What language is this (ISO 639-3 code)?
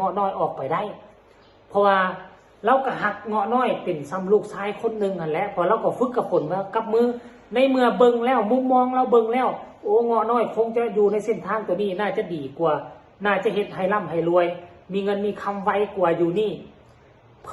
tts